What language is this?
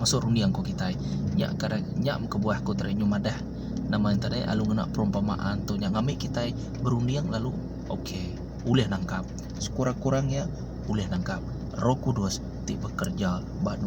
Iban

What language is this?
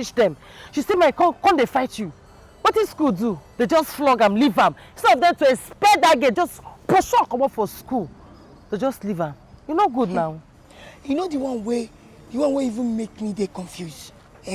Nigerian Pidgin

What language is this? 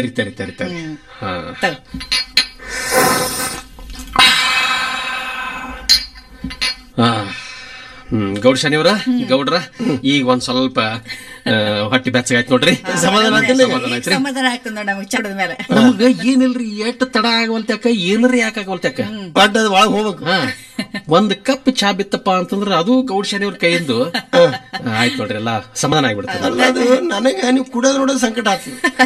Kannada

